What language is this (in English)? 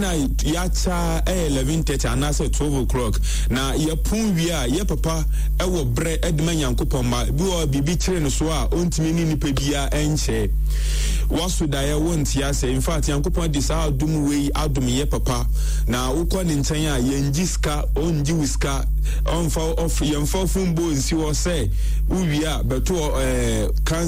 Akan